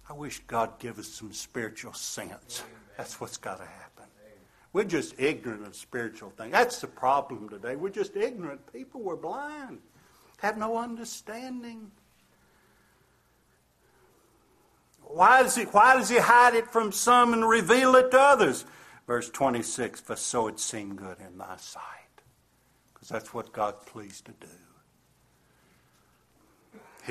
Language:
English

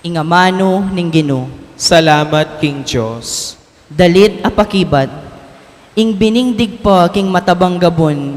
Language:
Pampanga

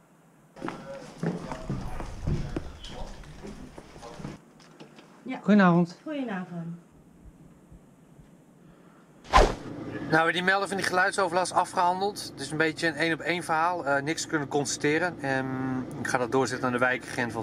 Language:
Dutch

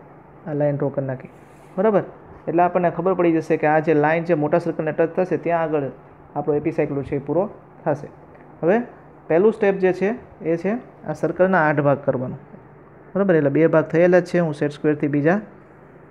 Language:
Gujarati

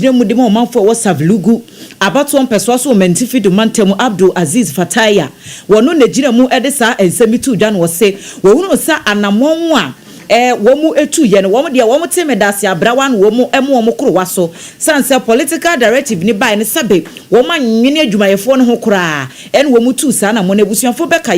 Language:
Akan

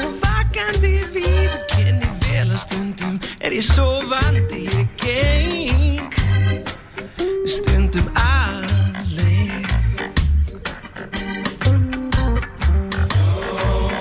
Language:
Icelandic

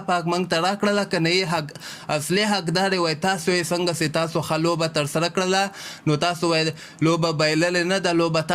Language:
Pashto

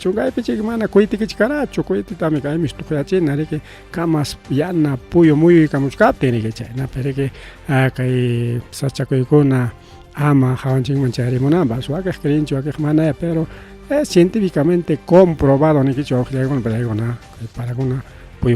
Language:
Ayacucho Quechua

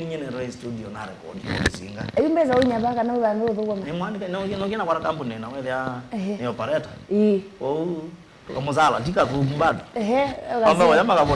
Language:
Kamba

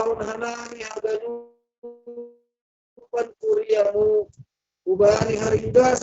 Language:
Batak Simalungun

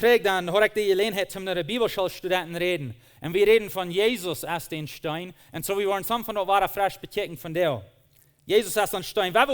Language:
Plautdietsch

